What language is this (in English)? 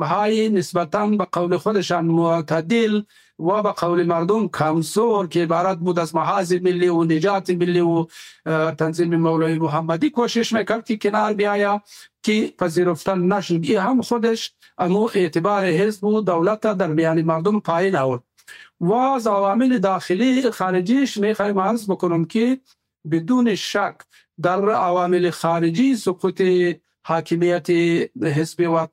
Persian